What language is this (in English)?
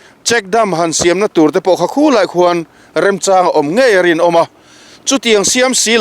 Mizo